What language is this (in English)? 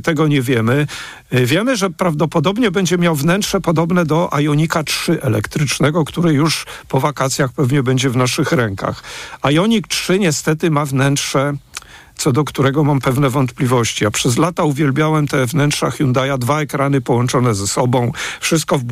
Polish